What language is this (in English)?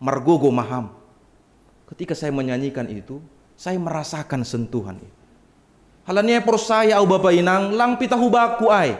Batak Simalungun